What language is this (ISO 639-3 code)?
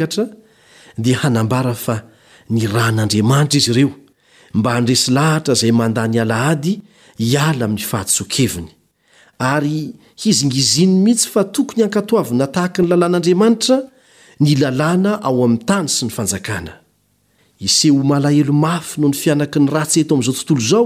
mlg